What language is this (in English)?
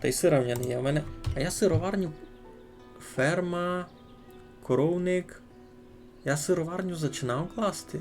Rusyn